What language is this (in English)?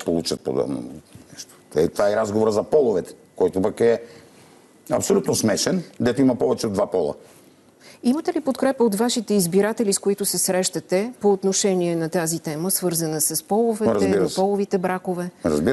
Bulgarian